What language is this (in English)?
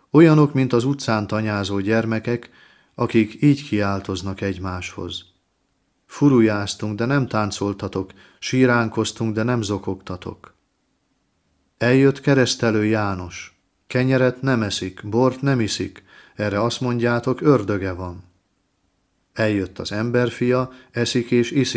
Hungarian